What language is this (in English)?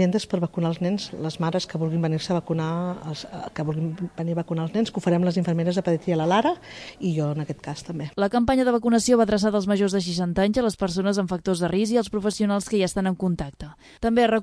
Catalan